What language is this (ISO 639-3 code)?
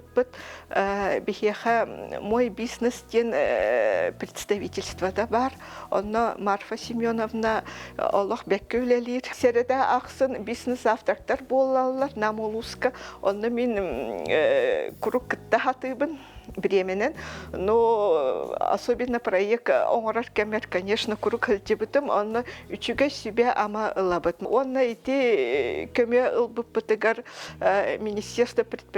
sah